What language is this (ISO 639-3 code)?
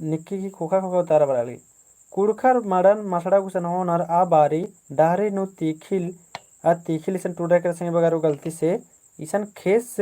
kru